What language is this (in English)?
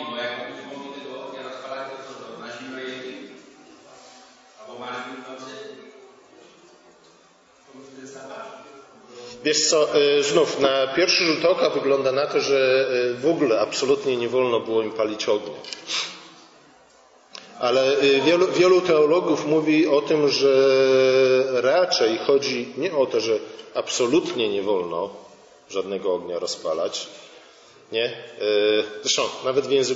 Polish